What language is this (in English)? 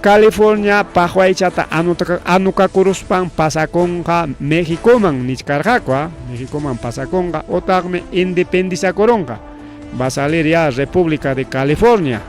Ayacucho Quechua